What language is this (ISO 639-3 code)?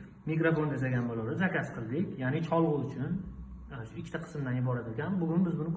uzb